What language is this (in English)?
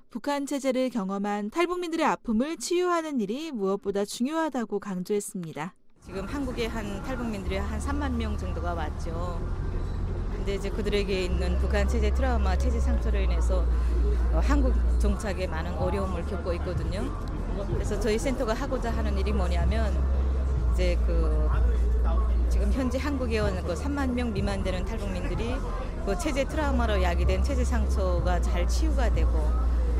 Korean